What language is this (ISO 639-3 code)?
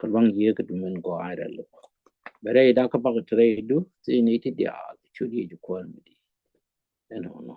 nus